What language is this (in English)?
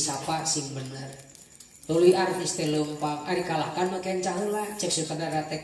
Sundanese